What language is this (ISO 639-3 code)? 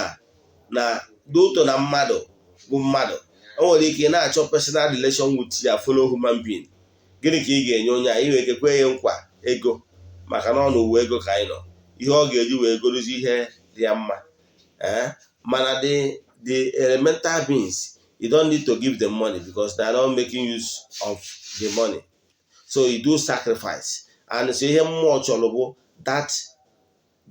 ibo